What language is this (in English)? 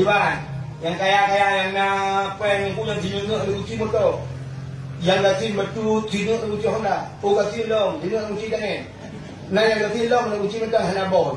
Achinese